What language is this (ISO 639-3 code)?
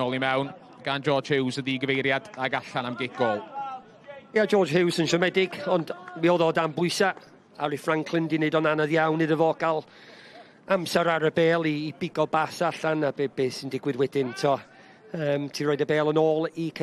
cym